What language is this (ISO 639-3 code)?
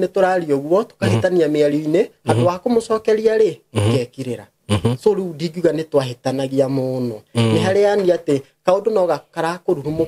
kik